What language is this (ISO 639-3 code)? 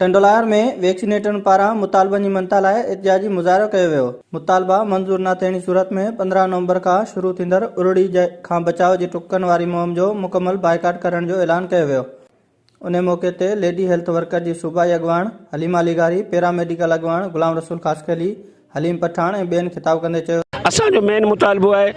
snd